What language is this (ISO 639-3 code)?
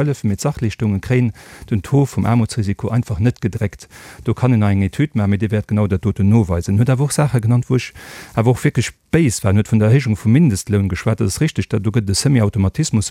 ltz